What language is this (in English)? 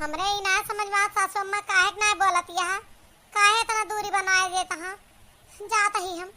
Awadhi